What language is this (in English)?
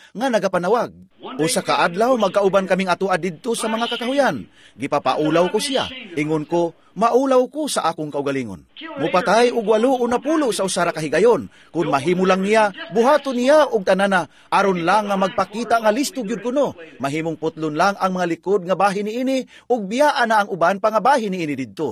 Cebuano